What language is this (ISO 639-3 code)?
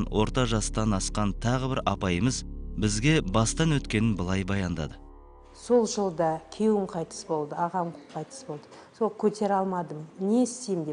kaz